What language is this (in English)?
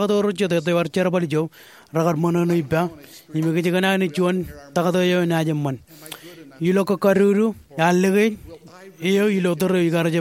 Marshallese